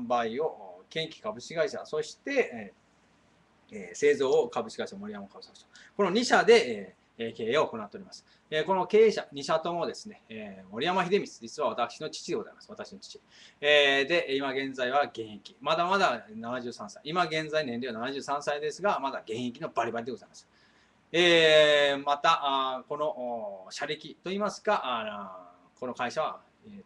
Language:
Japanese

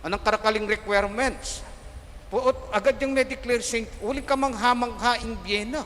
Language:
Pampanga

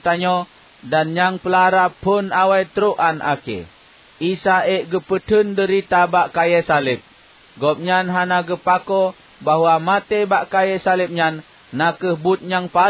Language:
Achinese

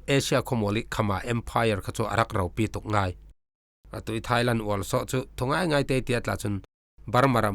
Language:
Falam Chin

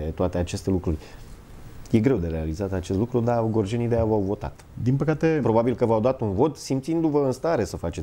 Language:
Romanian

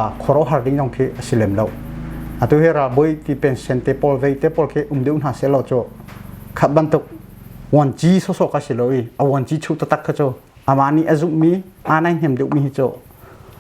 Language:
Hakha Chin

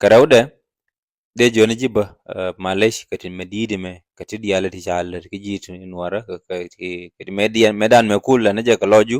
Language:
Nuer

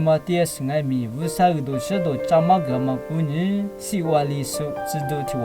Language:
Lisu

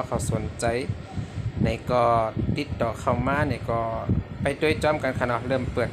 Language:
Shan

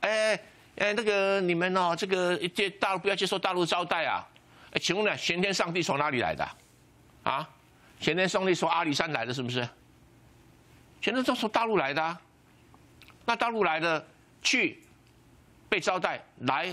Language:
Chinese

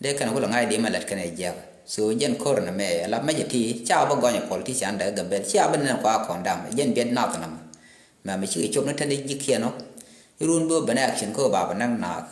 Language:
Nuer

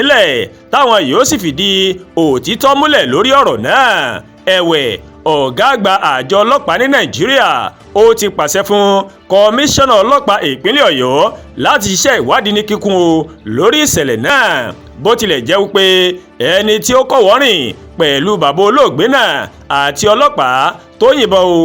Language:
Yoruba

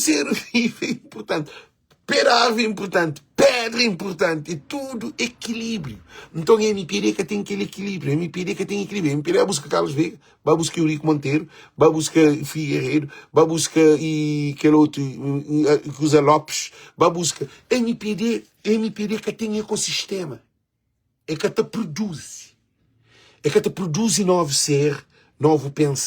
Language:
Kabuverdianu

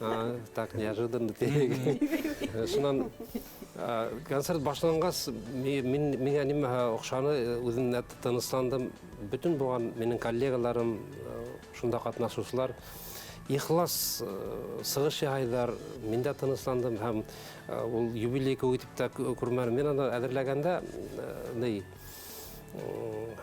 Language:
Bashkir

